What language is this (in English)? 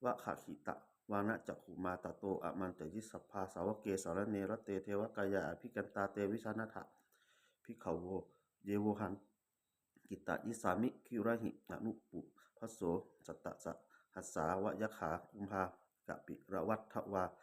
Pali